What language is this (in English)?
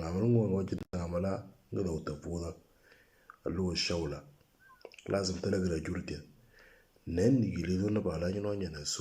Moro